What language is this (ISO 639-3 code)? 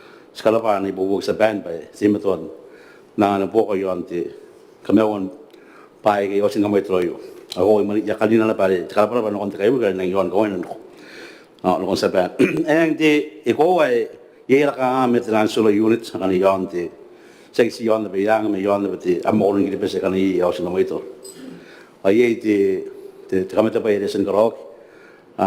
gil